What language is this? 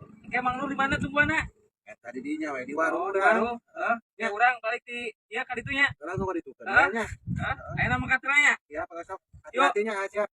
Sundanese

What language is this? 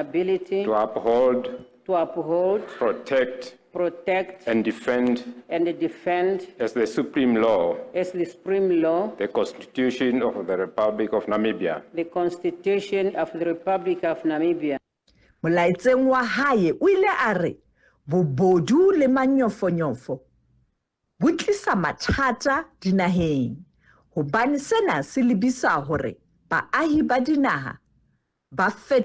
Northern Sotho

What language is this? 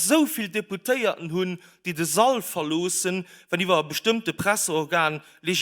Luxembourgish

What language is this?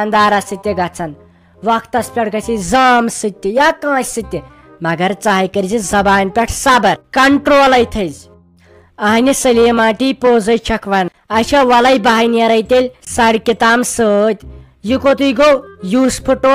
Kashmiri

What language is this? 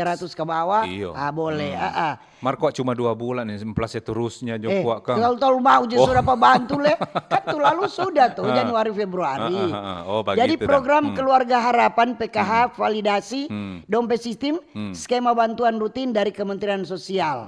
Manado Malay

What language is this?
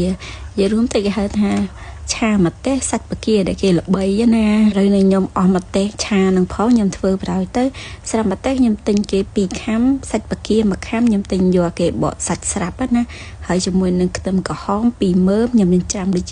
Khmer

